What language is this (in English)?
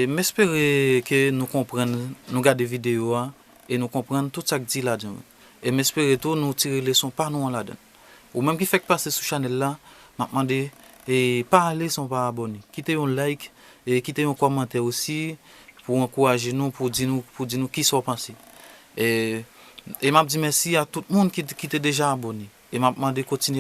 Haitian Creole